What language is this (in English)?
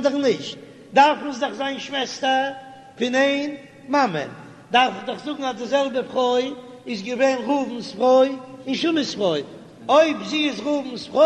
Yiddish